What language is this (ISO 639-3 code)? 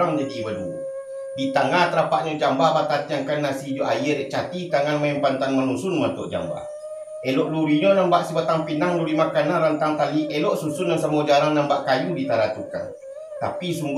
min